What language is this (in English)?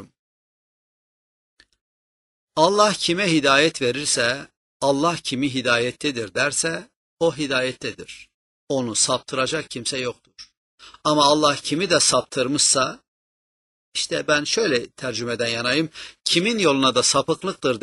Turkish